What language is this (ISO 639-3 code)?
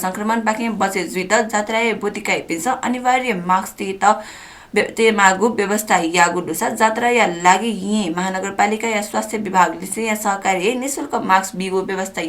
new